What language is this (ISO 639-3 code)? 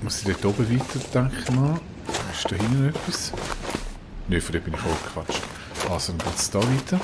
gsw